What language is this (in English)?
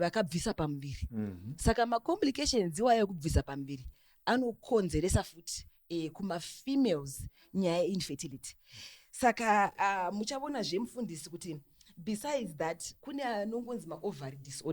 Shona